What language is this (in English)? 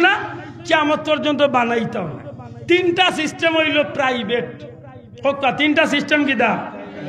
Sylheti